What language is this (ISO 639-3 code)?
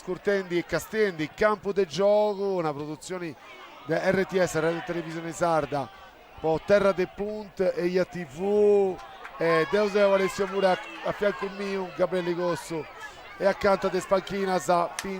srd